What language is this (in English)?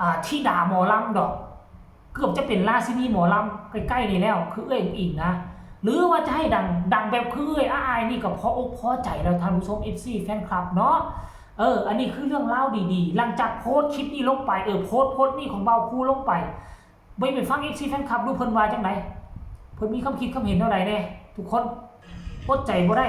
Northeastern Thai